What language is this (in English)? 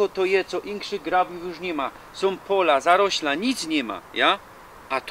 Silesian